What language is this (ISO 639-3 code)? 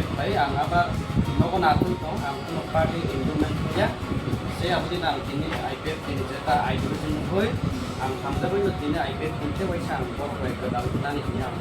trp